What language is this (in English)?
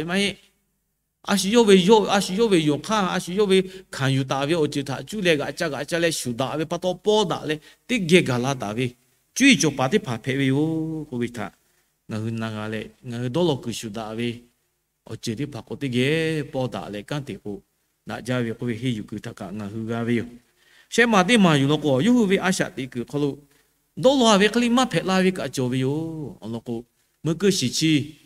Lahu